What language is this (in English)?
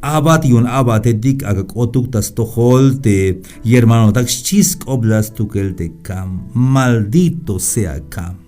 Tzeltal